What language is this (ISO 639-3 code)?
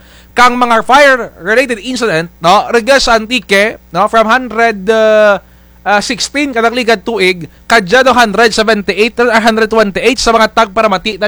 krj